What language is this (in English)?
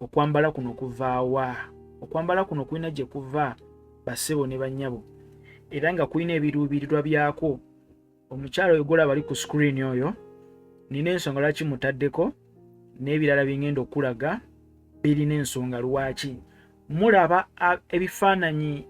Ganda